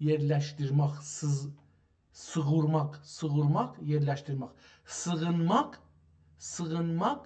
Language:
South Azerbaijani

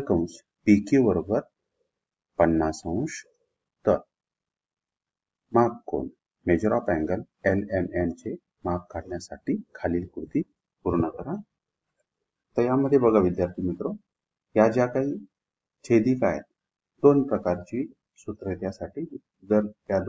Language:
Marathi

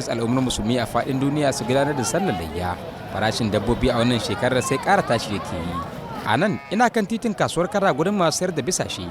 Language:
Hausa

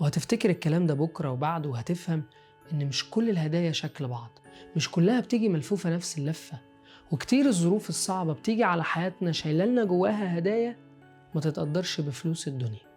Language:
Egyptian Arabic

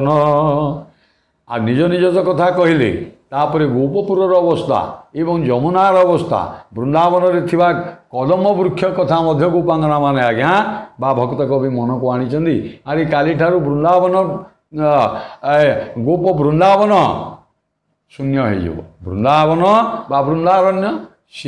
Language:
Odia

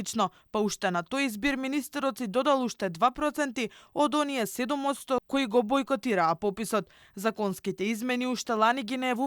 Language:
Macedonian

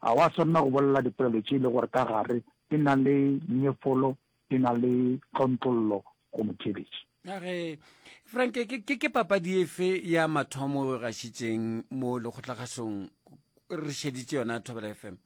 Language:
Northern Sotho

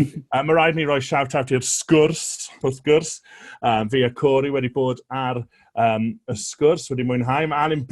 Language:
Welsh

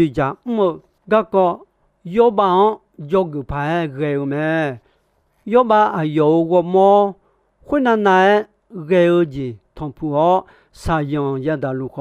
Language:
Akha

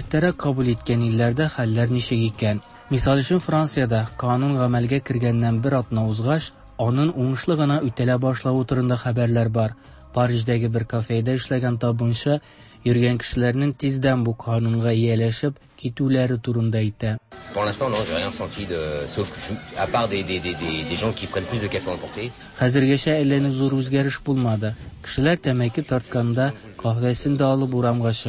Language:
Tatar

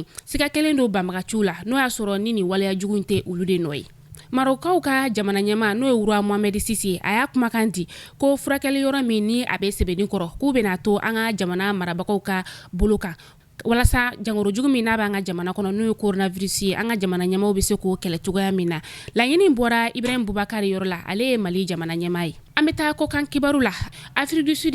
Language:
Bambara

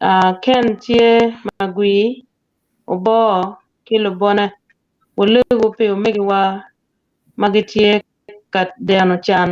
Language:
Acoli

